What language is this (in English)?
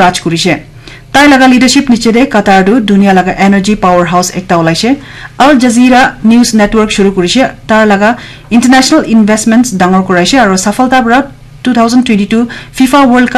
Naga Pidgin